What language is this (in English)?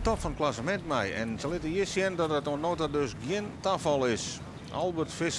Western Frisian